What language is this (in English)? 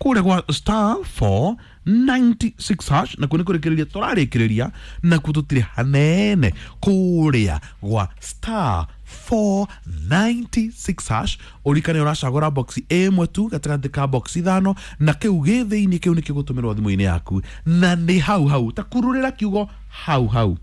Kikuyu